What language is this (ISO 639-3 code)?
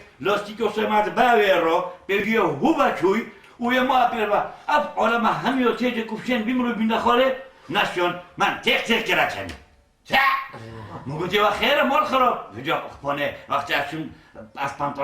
kur